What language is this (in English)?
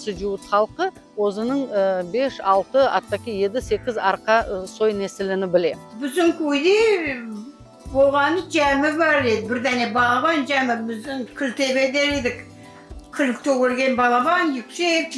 Crimean Tatar